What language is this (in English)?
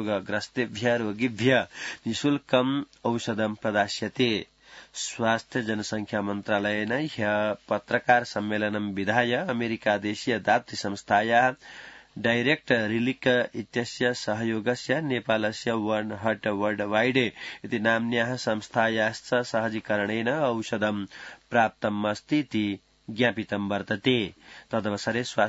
Sanskrit